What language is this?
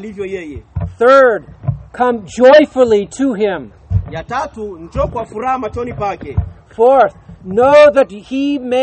Swahili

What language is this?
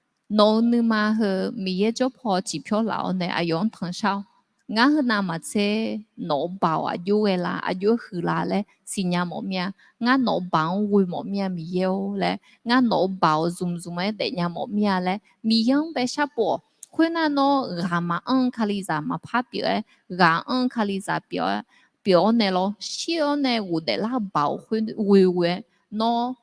Akha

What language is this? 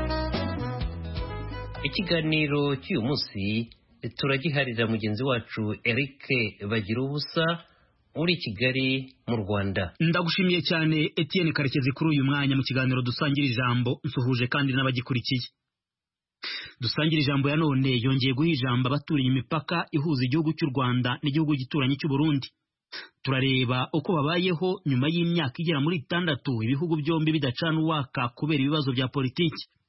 Kinyarwanda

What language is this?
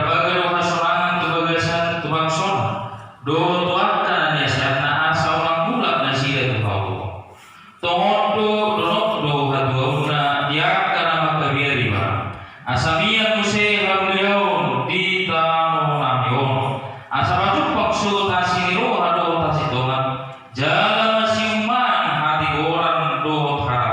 Batak Toba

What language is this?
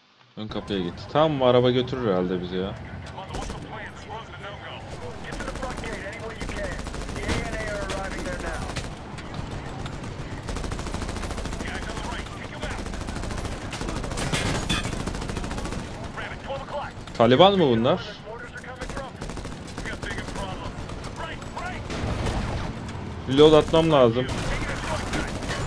Turkish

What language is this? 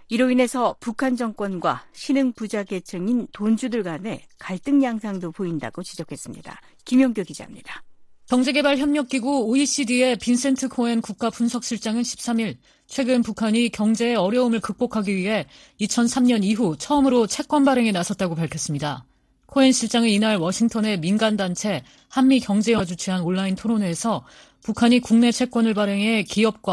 Korean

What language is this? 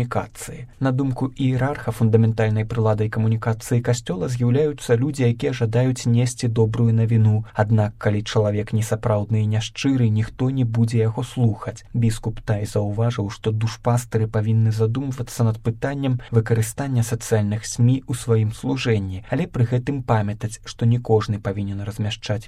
Belarusian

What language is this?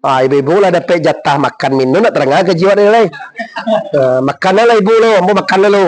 Minangkabau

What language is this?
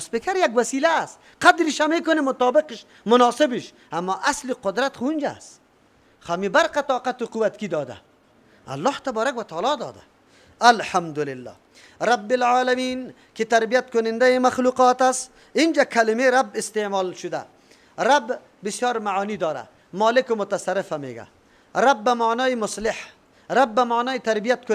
Persian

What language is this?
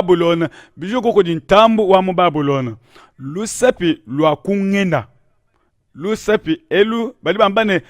Luba-Lulua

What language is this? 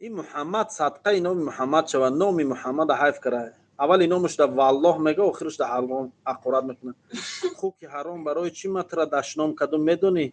Tajik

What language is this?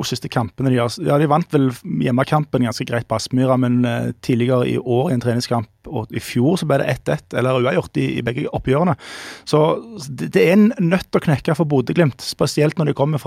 Norwegian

